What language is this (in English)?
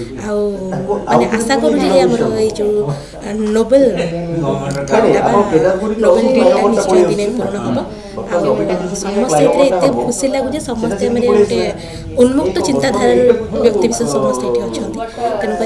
Odia